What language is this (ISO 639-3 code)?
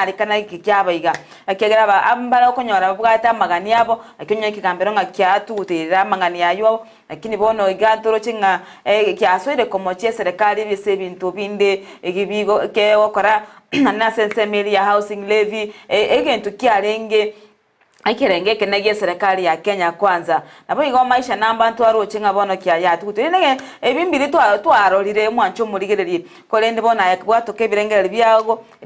guz